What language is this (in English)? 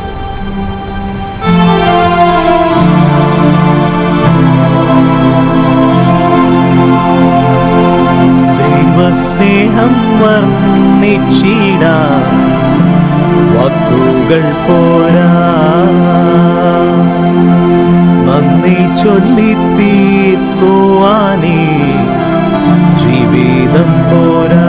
Malayalam